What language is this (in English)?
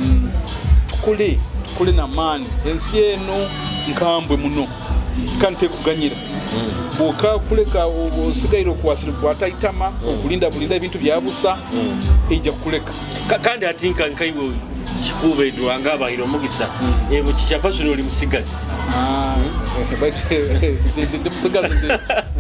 Nyoro